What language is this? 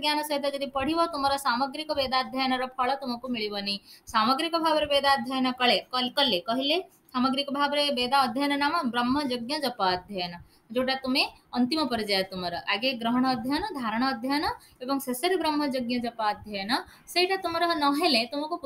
Odia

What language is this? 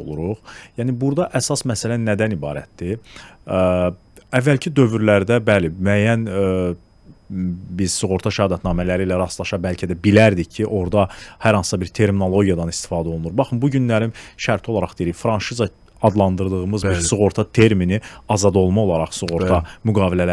Azerbaijani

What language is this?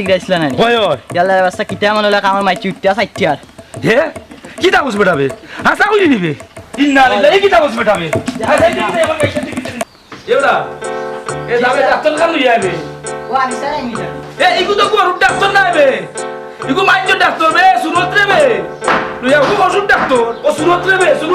Sylheti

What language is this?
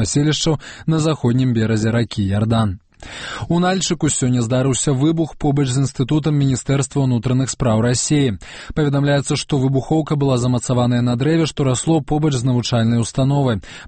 Belarusian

